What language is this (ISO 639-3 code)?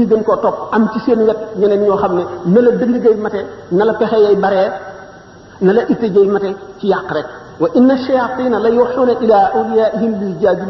wol